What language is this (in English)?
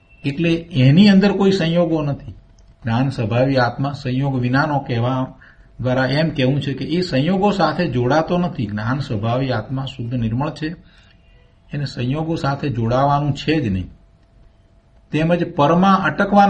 Gujarati